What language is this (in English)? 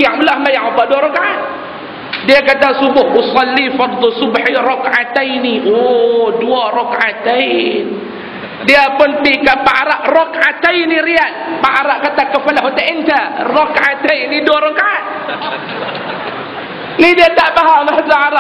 Malay